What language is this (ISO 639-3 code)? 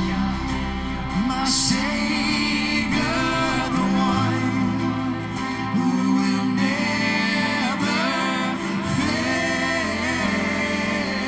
eng